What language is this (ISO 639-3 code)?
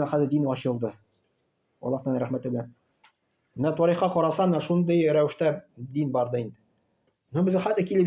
tat